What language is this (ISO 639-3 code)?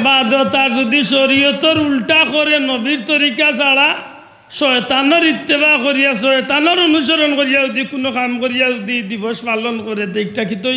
syl